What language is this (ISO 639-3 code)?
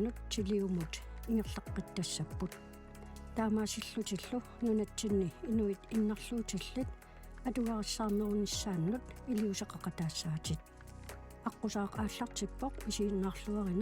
kal